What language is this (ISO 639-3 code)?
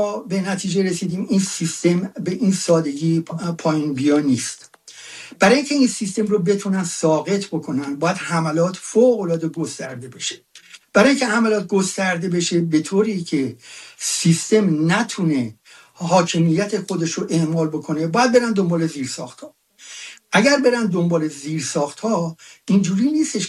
fas